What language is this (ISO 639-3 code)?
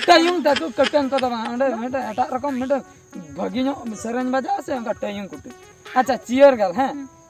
sat